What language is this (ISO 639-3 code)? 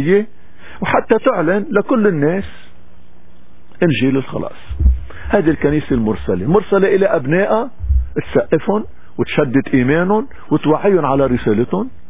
apc